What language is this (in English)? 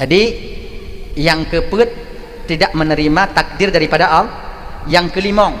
Achinese